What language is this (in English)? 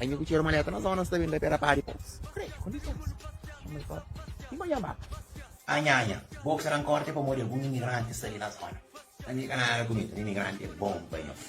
Kabuverdianu